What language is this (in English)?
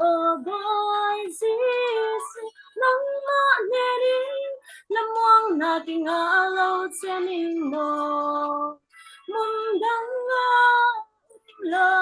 Falam Chin